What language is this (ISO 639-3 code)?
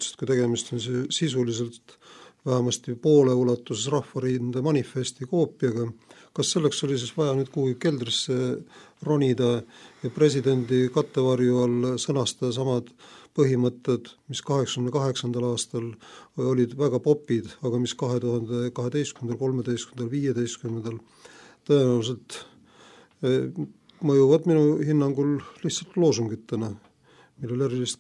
est